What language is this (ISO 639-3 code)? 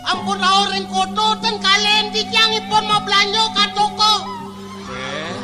ban